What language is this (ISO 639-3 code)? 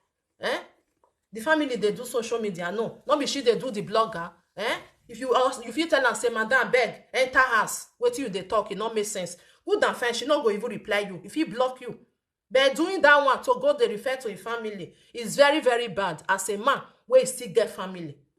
pcm